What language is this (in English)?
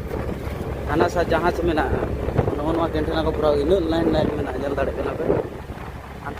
Santali